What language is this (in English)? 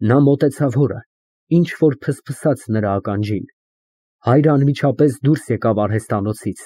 Armenian